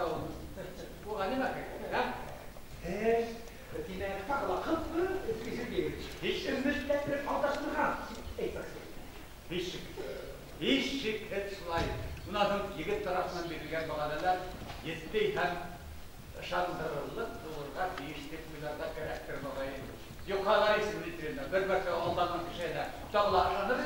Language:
Bashkir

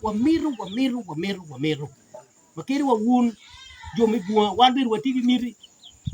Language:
Acoli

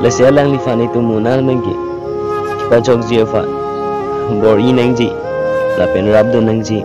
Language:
Karbi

